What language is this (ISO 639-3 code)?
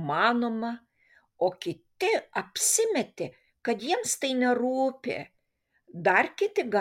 lit